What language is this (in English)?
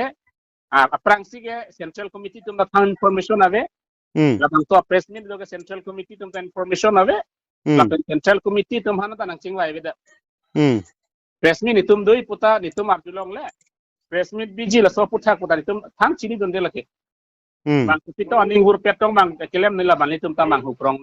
Karbi